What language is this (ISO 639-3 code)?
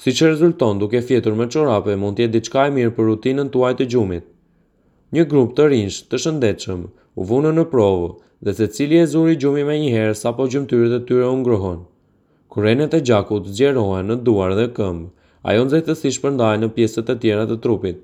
sqi